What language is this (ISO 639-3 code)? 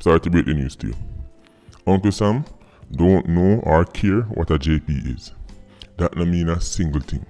jam